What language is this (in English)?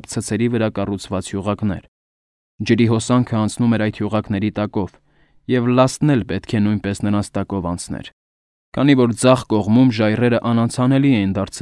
Armenian